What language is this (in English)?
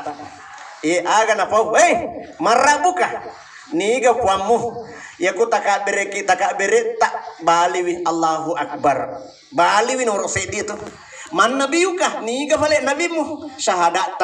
Buginese